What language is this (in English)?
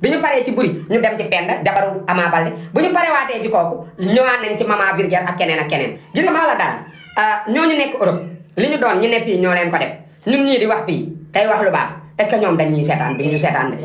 Wolof